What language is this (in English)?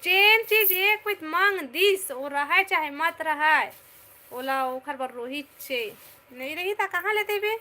Chhattisgarhi